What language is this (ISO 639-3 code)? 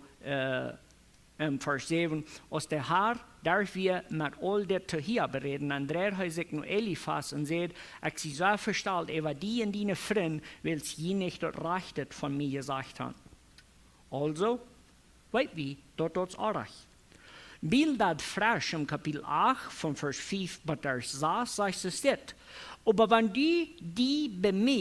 pdt